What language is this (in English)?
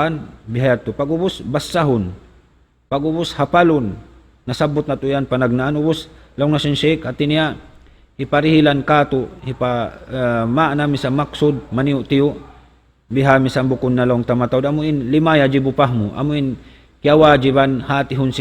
Tausug